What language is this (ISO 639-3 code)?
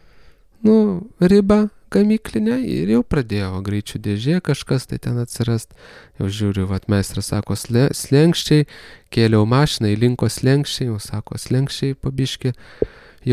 lit